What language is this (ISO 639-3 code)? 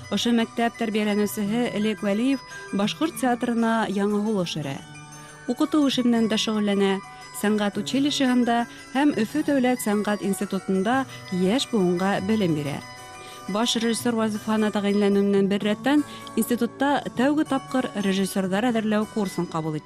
bak